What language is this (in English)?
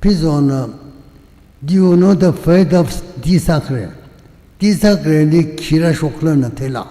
Tangkhul Naga (India)